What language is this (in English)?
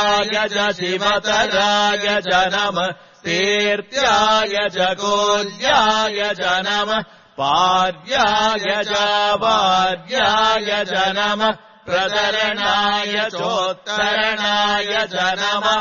Sanskrit